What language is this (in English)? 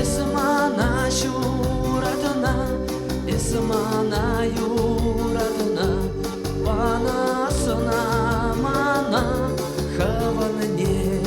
Chuvash